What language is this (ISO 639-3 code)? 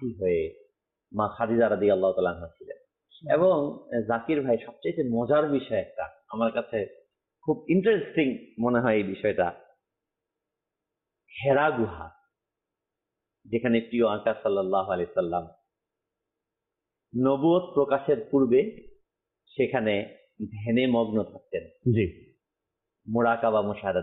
ben